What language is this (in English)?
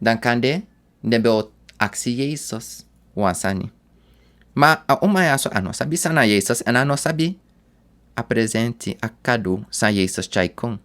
Sranan Tongo